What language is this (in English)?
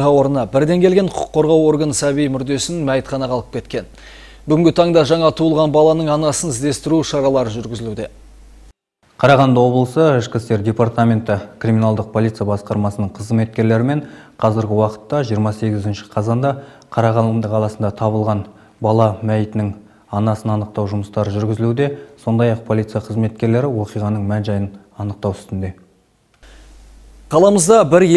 Kazakh